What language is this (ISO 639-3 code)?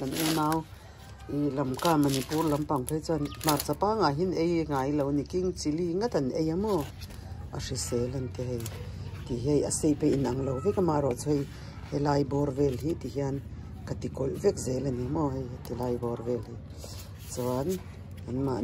lus